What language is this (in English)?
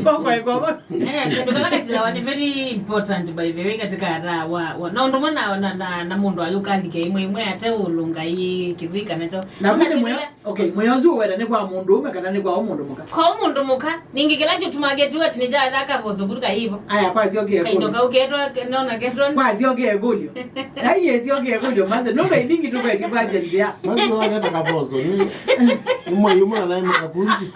Kamba